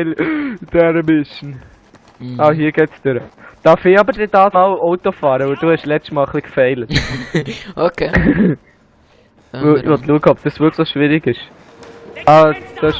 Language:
Swiss German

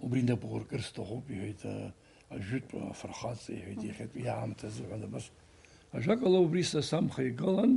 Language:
Abkhazian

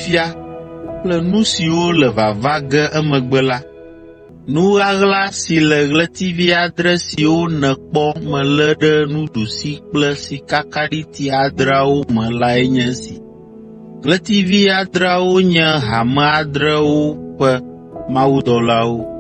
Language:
Ewe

